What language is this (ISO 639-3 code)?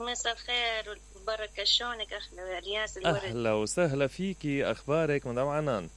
acm